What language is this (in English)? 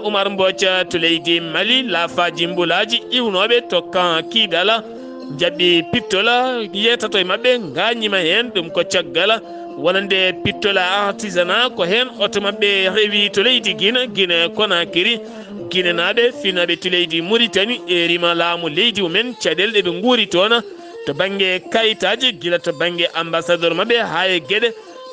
Fula